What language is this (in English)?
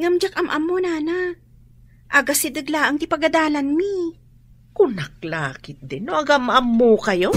Iloko